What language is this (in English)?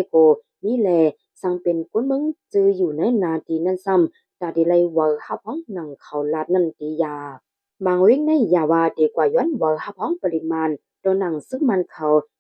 Shan